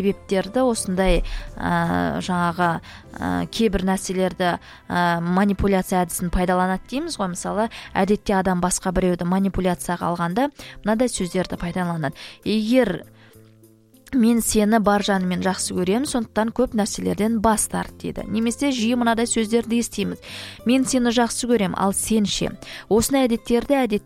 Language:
Kazakh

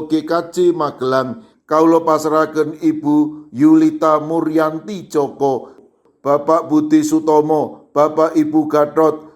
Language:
Javanese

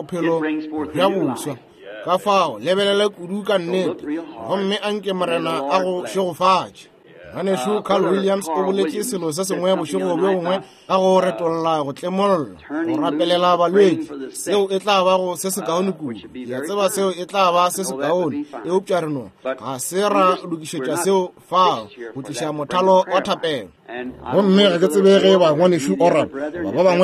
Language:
Northern Sotho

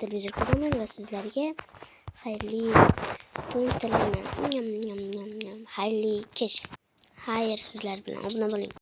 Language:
Uzbek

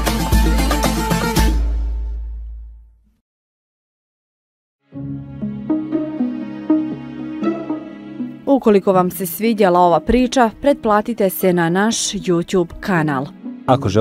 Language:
Bosnian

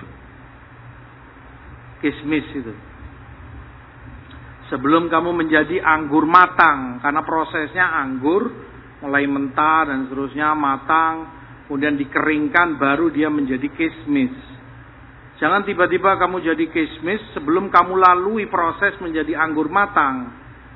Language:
Indonesian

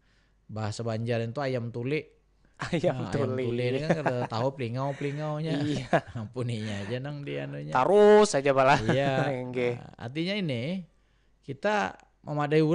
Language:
Banjar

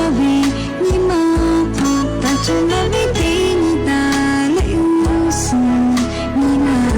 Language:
Lahu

